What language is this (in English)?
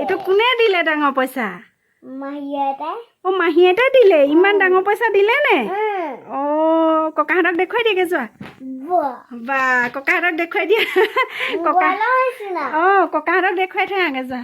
Assamese